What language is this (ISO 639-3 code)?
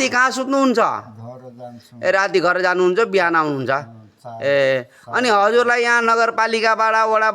nep